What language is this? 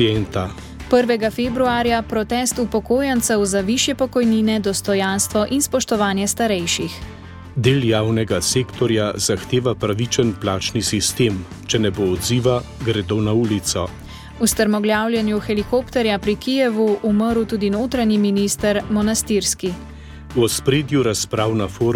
Slovenian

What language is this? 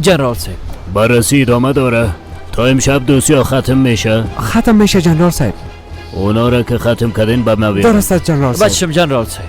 Persian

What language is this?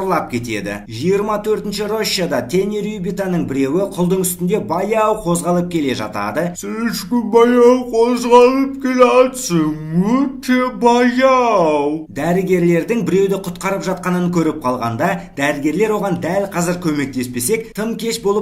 Kazakh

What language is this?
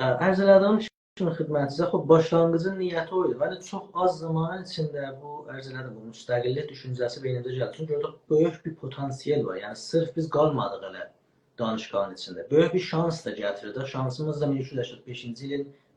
South Azerbaijani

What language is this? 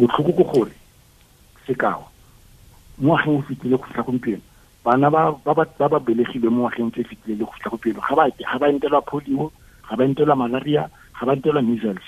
Tswana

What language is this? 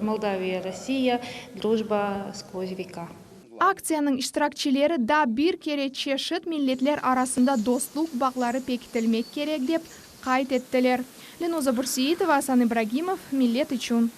Crimean Tatar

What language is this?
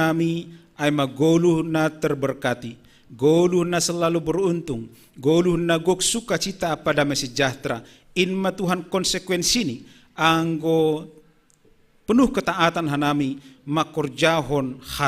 Batak Simalungun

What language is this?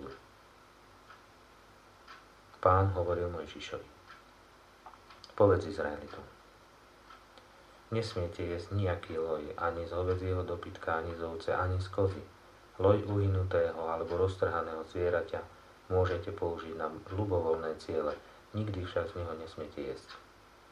Slovak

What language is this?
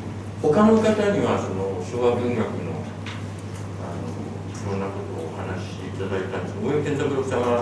Japanese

